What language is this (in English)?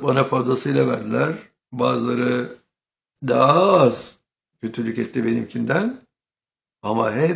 Turkish